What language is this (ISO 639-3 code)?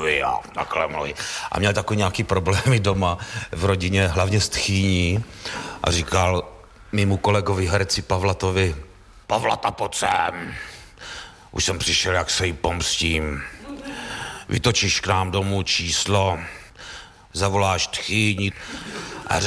ces